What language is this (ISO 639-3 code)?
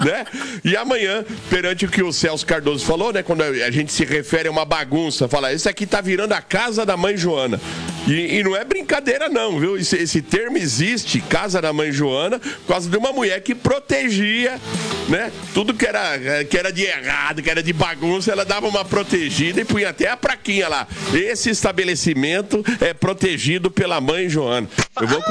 por